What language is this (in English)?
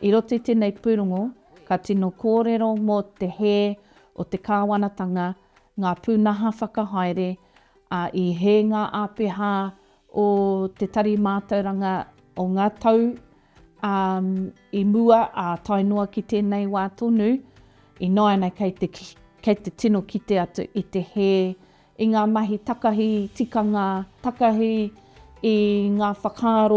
Māori